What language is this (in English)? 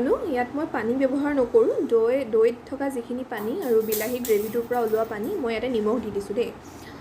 Assamese